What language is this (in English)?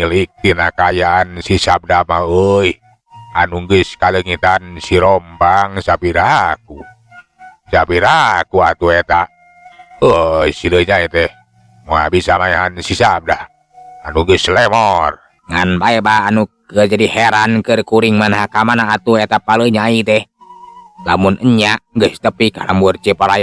Sundanese